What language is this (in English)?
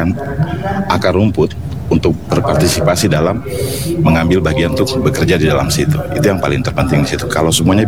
Indonesian